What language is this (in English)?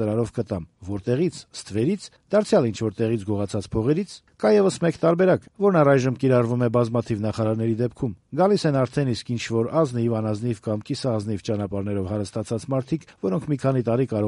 Armenian